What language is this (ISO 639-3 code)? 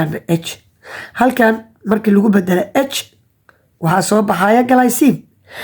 som